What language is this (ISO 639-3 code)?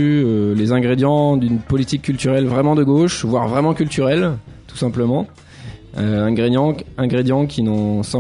fra